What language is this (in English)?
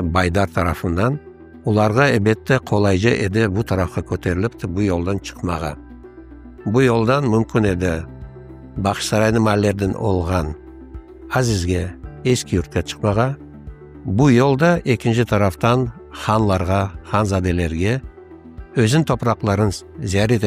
Crimean Tatar